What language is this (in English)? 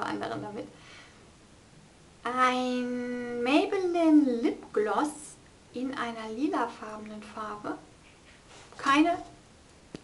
German